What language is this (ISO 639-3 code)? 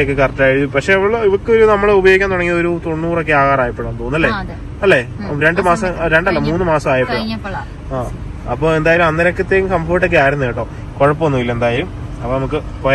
mal